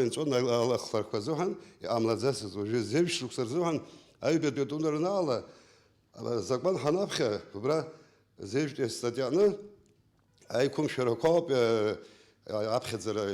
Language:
Abkhazian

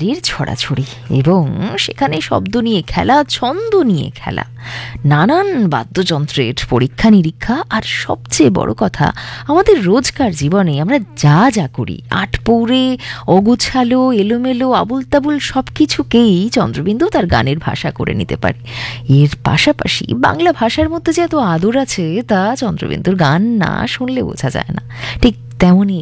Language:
Bangla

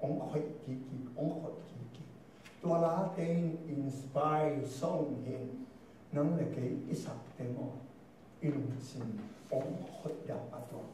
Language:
Tedim Chin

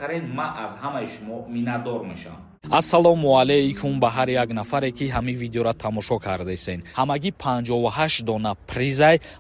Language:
Tajik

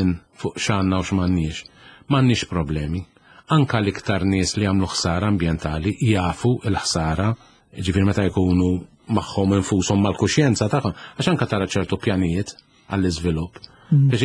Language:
Maltese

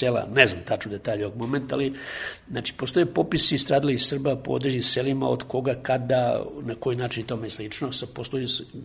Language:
Serbian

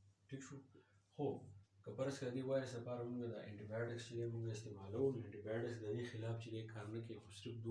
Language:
Pashto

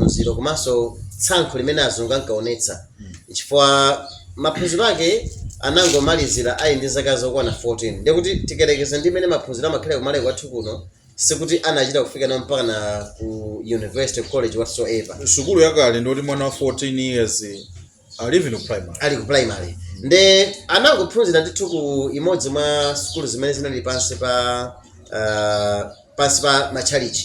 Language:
Nyanja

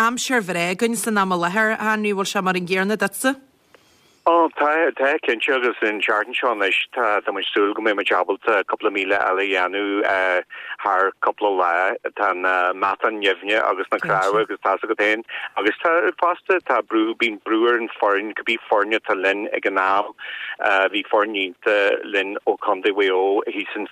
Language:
Irish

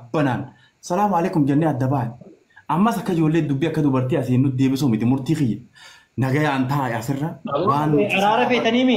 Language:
Oromo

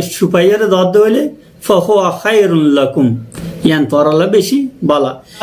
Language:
Rohingya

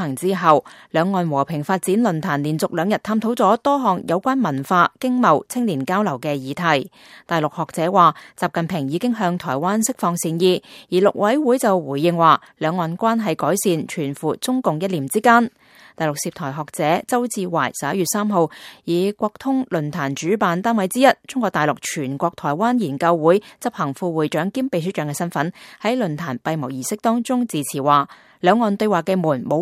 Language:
Cantonese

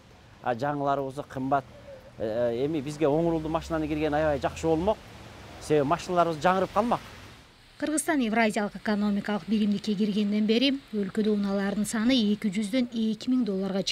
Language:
Kyrgyz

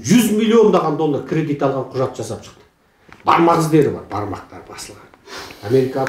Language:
Kazakh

